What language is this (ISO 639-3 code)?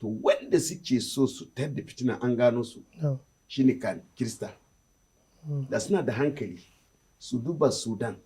hau